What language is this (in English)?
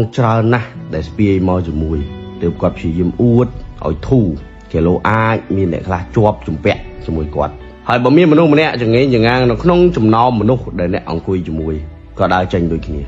Khmer